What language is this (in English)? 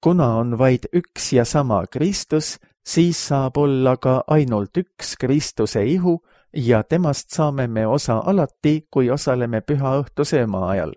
Estonian